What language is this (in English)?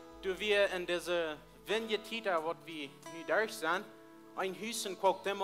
Plautdietsch